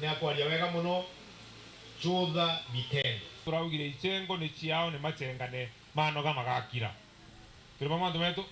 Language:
Meru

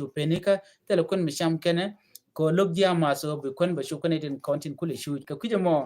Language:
Nuer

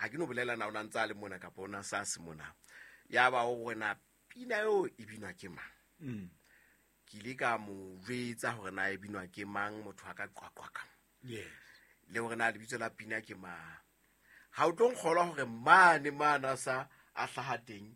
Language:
Southern Sotho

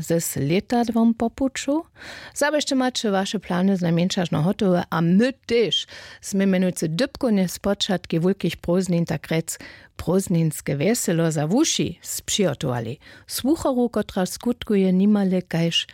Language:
Upper Sorbian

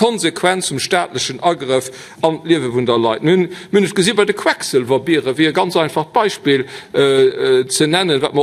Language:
Luxembourgish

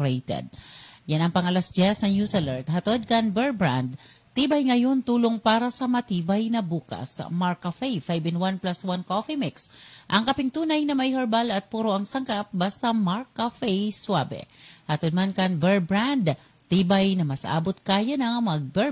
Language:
Bikol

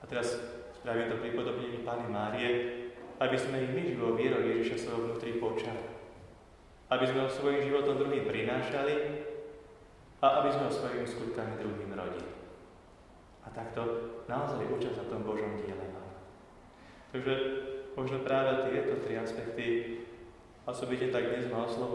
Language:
Slovak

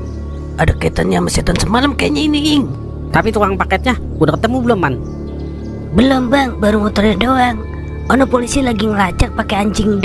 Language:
Betawi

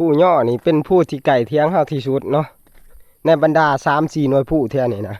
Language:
Northeastern Thai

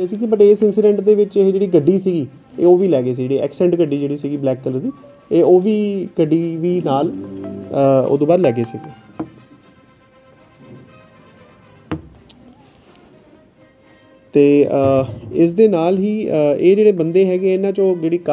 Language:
Punjabi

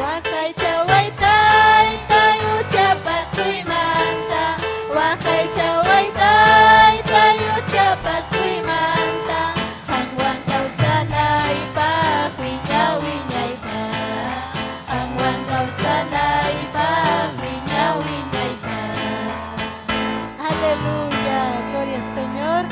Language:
Ayacucho Quechua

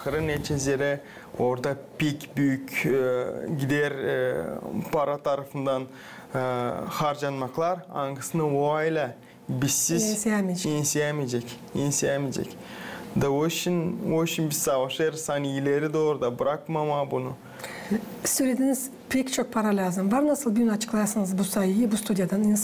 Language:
Gagauz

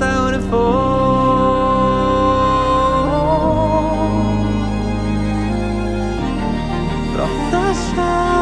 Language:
Icelandic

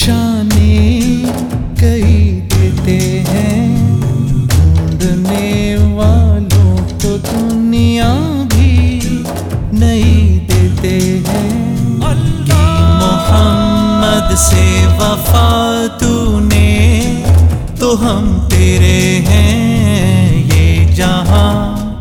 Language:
Urdu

